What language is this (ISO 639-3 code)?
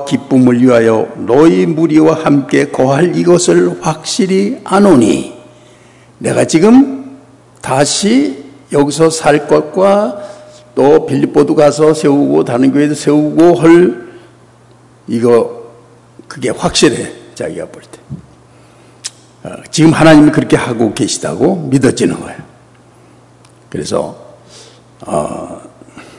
kor